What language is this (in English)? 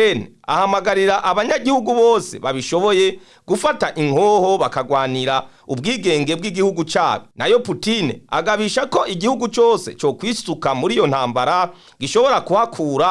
Rundi